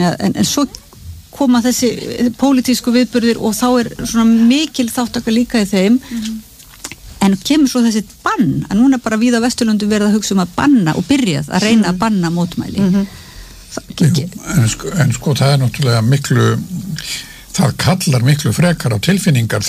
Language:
Icelandic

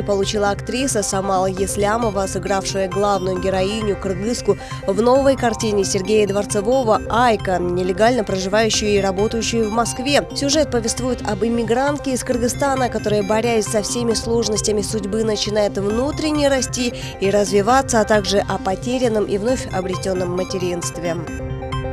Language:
Russian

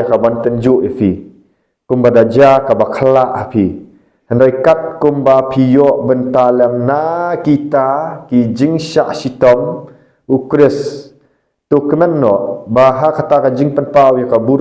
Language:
Khasi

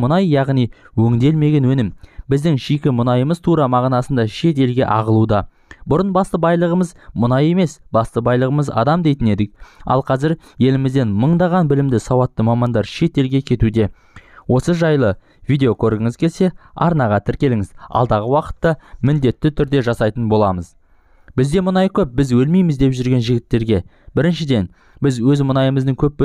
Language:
Kazakh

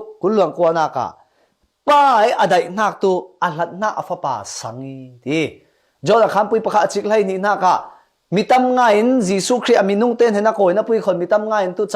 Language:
Falam Chin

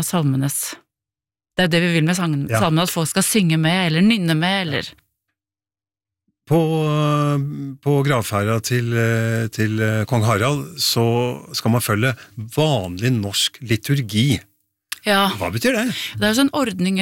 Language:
Norwegian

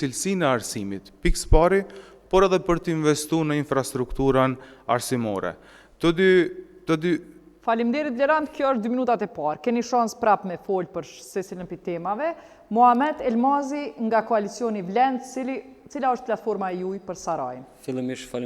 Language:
Albanian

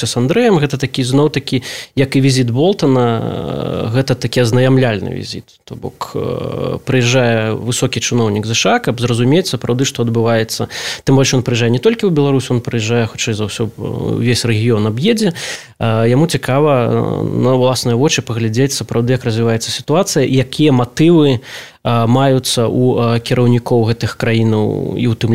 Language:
Belarusian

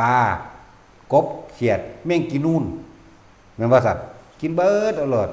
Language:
Lao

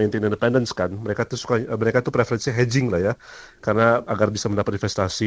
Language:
Indonesian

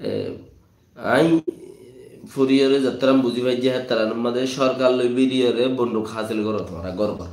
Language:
Rohingya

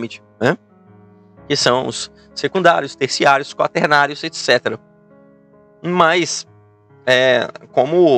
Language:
Portuguese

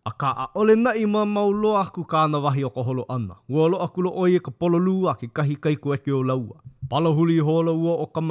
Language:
Hawaiian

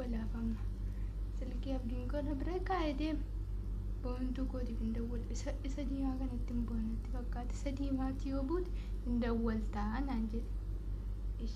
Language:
Oromo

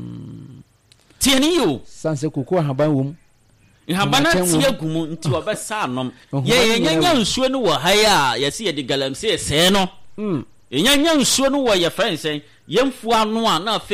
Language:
Akan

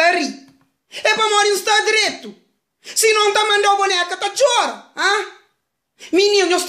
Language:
Kabuverdianu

